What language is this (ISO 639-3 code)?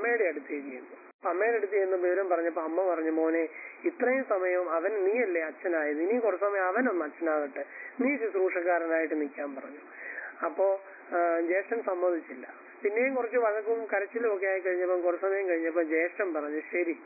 mal